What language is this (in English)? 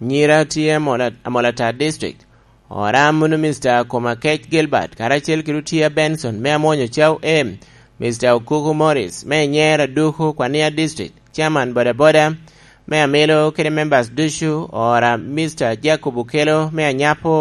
Lango (Uganda)